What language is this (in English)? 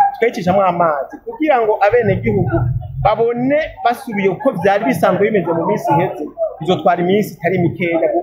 Rundi